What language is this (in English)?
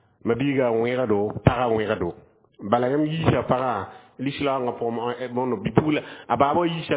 Mossi